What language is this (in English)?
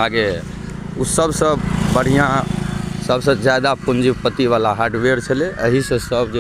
Maithili